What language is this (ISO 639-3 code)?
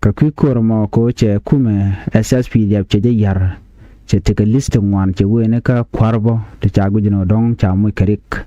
nus